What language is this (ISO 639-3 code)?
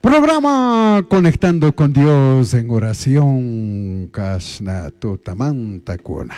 qug